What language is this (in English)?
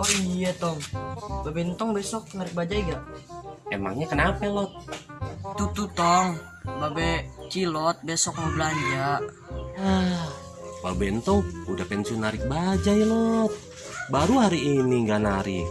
Betawi